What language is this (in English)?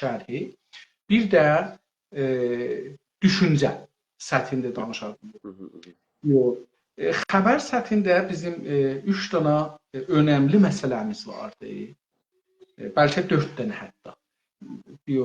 South Azerbaijani